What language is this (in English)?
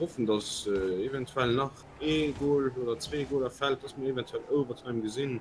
Luxembourgish